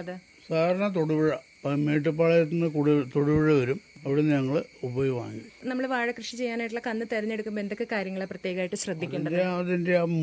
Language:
Malayalam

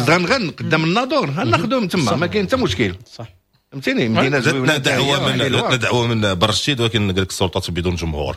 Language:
Moroccan Arabic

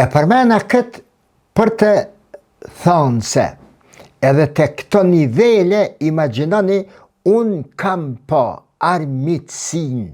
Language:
Albanian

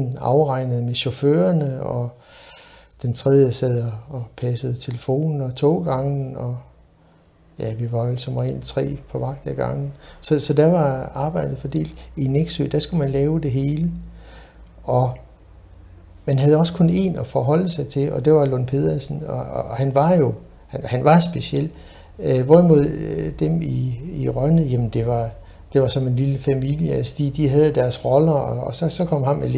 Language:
Danish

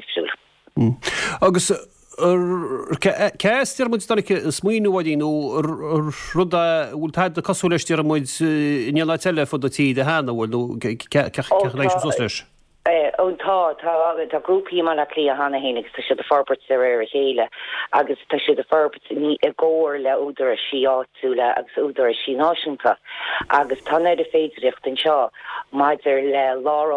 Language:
Irish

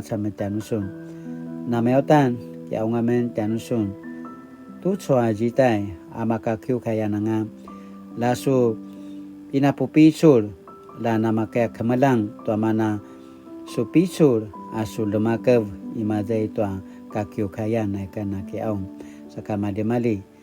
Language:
Paiwan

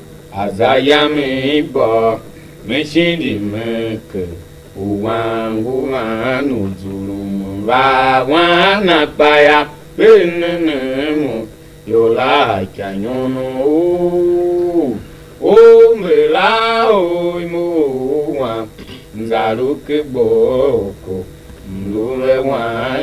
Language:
Tiv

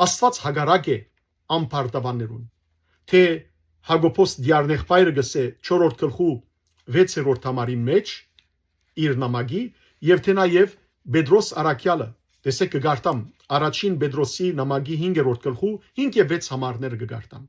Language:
Western Armenian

